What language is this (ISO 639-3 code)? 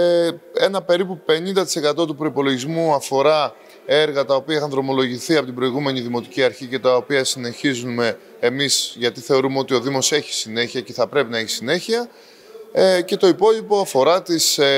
ell